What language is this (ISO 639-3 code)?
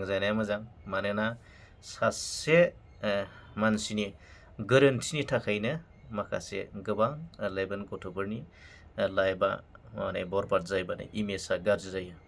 brx